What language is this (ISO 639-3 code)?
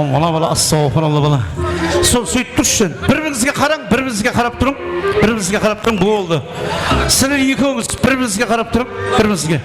kaa